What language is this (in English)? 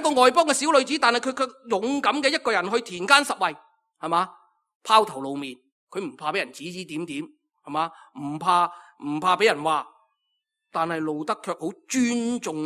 Cantonese